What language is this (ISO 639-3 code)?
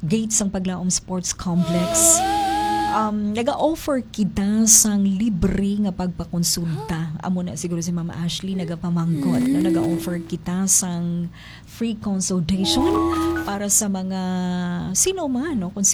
hil